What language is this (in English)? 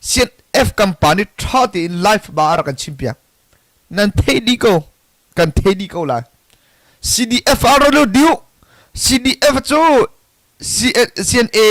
Hakha Chin